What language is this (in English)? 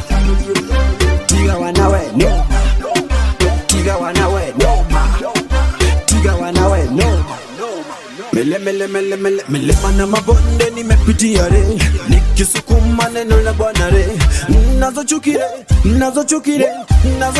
Swahili